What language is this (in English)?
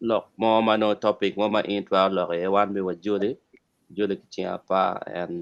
Acoli